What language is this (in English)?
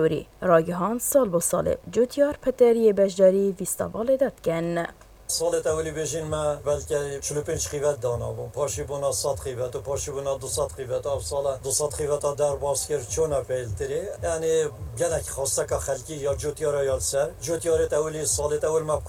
Kurdish